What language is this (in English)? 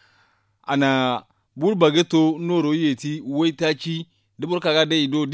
Zarma